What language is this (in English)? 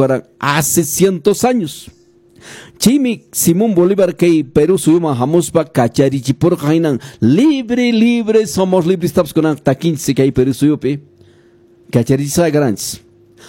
Quechua